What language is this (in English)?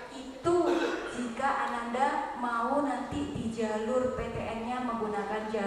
Indonesian